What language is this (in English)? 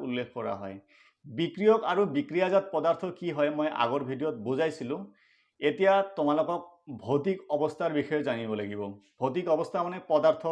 Assamese